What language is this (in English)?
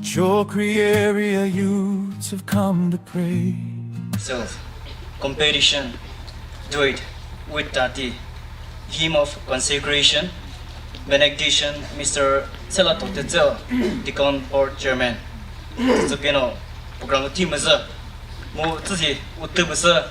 Chokri Naga